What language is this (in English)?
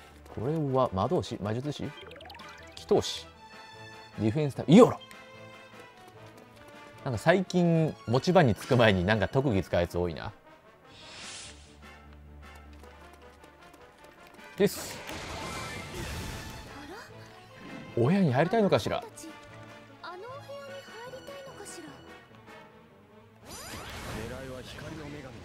Japanese